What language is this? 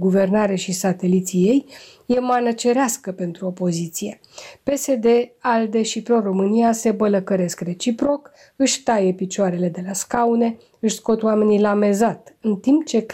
Romanian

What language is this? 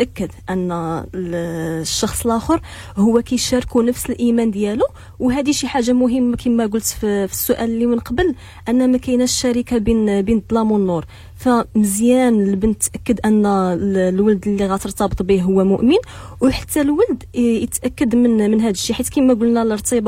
Moroccan Arabic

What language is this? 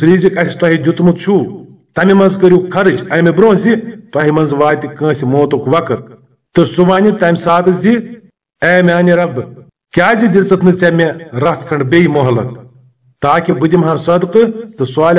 Kashmiri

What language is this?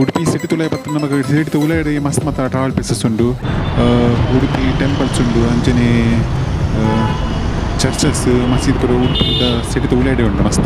Tulu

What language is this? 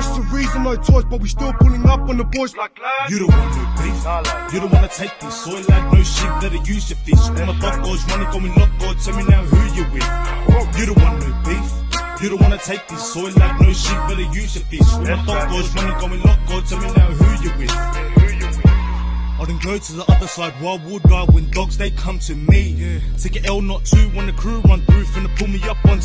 English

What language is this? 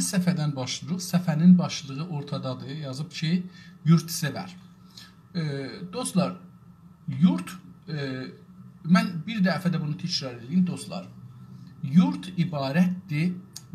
South Azerbaijani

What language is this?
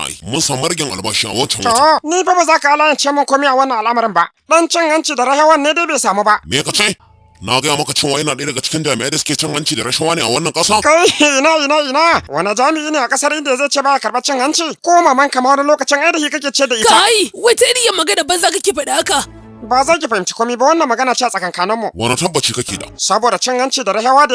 Hausa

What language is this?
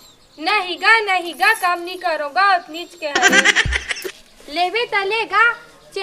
Chhattisgarhi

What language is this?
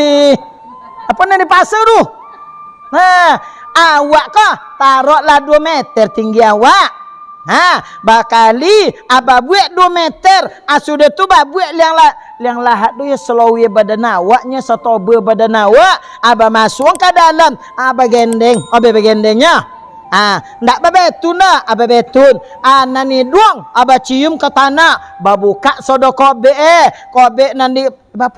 Minangkabau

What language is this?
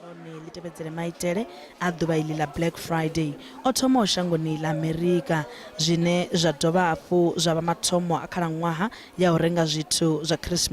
Venda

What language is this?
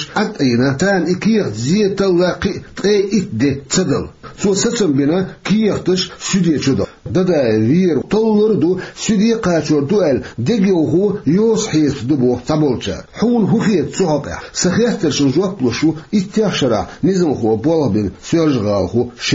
Chechen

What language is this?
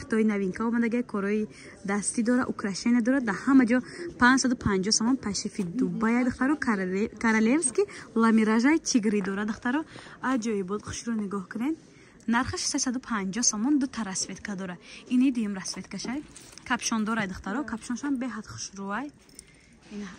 Tajik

